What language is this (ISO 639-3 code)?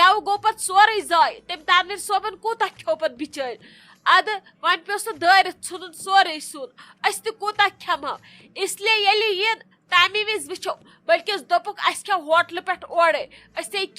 kas